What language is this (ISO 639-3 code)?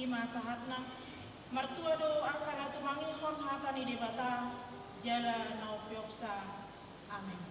bbc